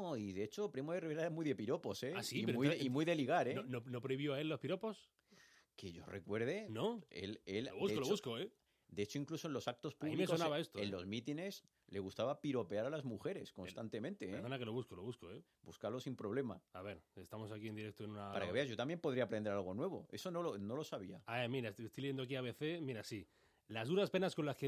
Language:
Spanish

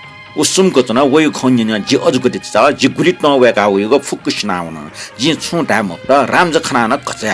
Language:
Newari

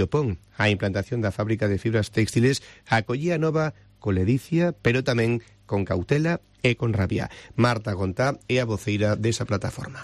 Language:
Galician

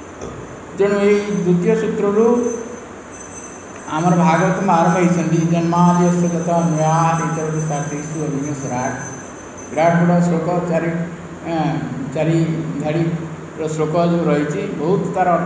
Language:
Odia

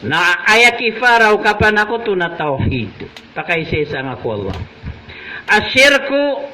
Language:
Maranao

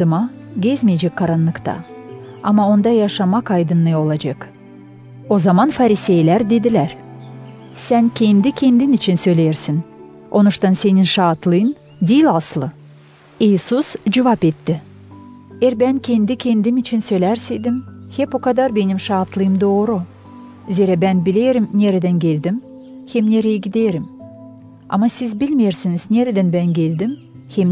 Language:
Gagauz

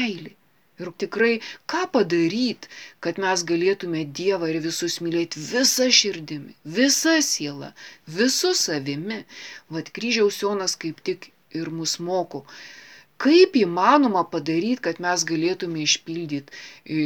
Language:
Lithuanian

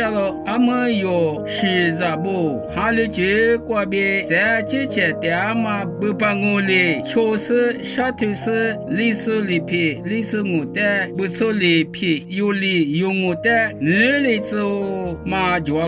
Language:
Lisu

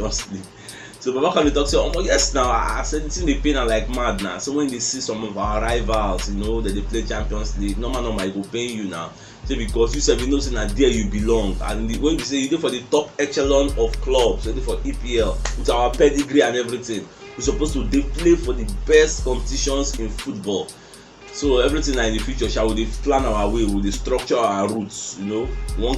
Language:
Nigerian Pidgin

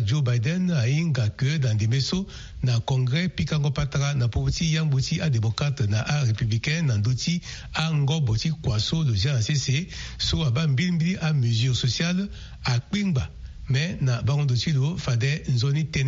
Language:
Sango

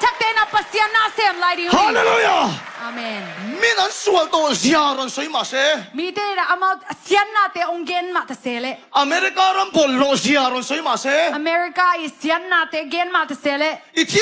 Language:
Tedim Chin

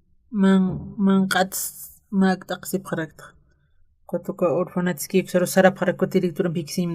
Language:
Aymara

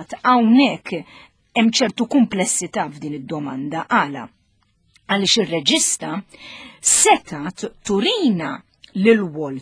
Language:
Maltese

